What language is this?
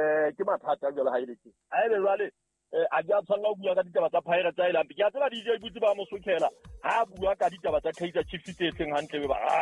Southern Sotho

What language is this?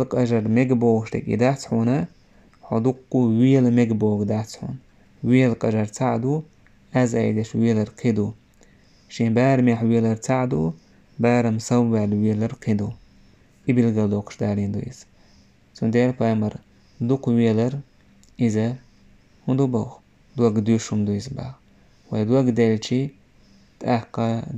Chechen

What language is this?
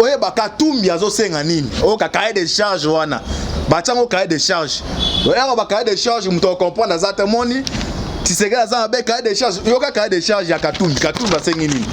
Lingala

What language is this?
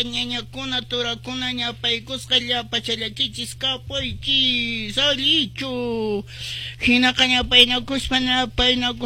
Quechua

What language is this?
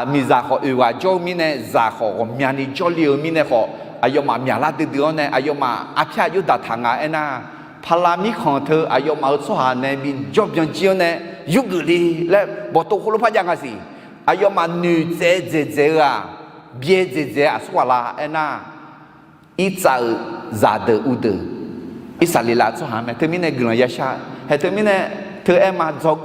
Akha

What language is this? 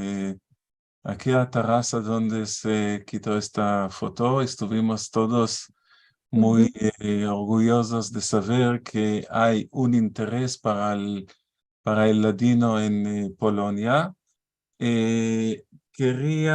Ladino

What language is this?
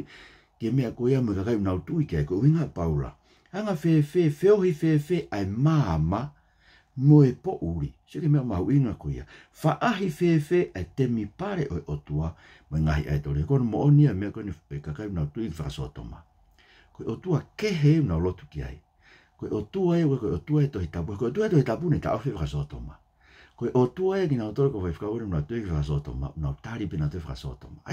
Tongan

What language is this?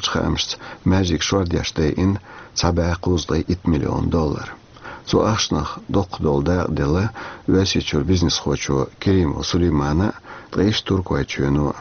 Chechen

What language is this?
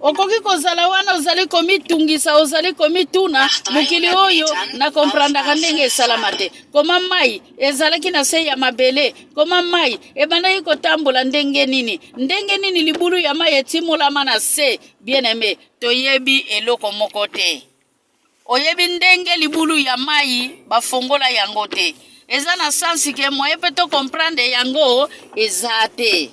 Lingala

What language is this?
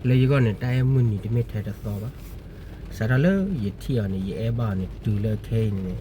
S'gaw Karen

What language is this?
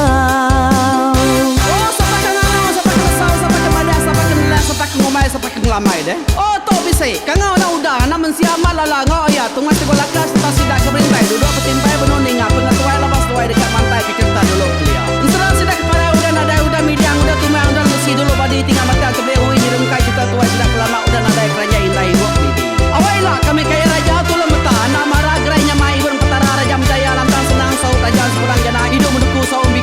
Iban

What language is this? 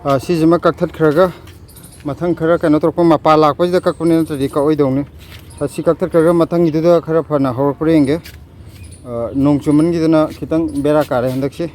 Manipuri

